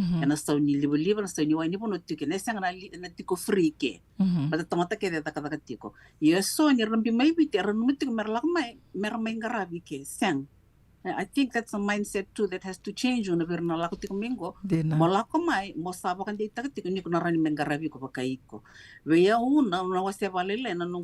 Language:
Fijian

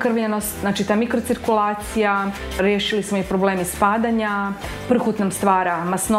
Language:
Croatian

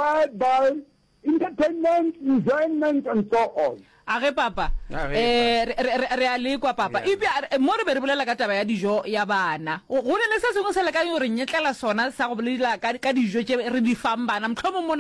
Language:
Northern Sotho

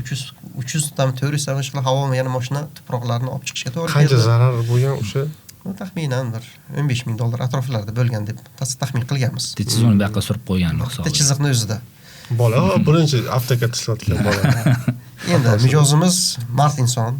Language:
Uzbek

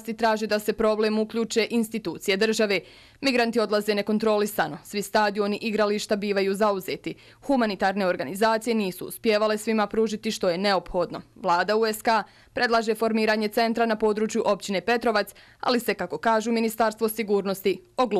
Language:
Bosnian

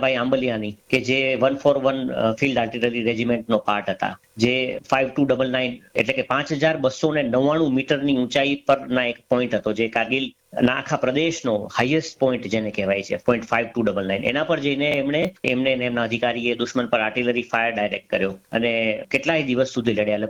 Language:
Gujarati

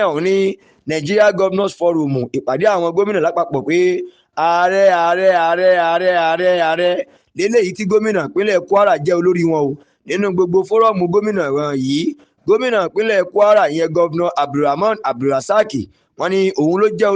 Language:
Yoruba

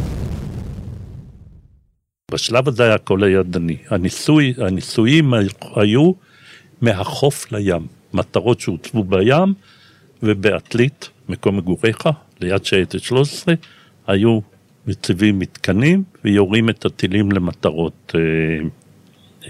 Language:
Hebrew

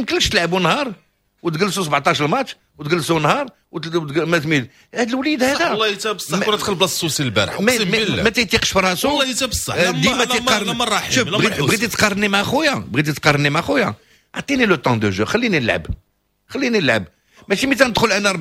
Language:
Moroccan Arabic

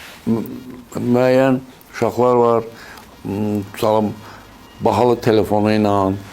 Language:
Azerbaijani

